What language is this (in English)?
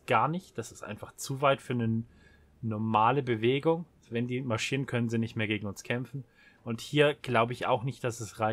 German